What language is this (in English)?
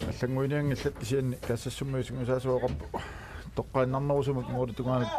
Kalaallisut